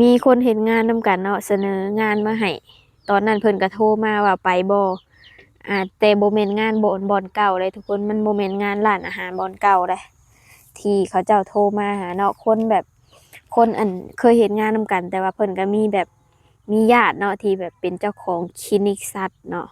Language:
Lao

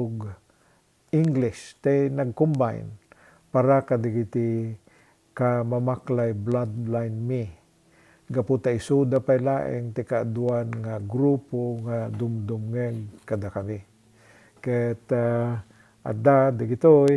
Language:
Iloko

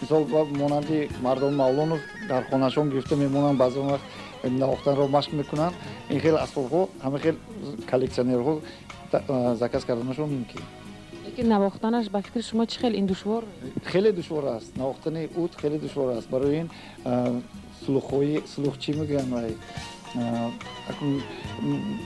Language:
Tajik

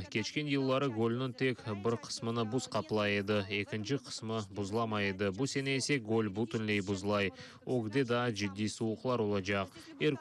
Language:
Crimean Tatar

